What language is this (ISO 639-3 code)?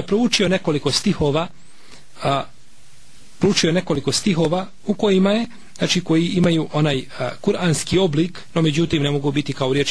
bos